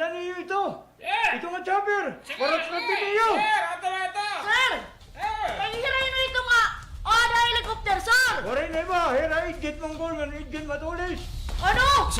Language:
Waray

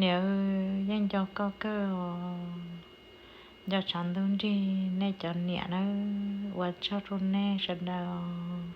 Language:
Hmong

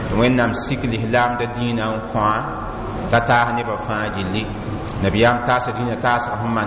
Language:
Mossi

